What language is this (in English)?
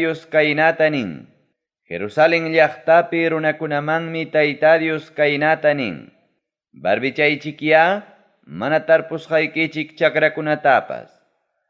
Ayacucho Quechua